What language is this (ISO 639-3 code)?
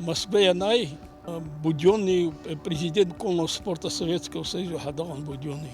abk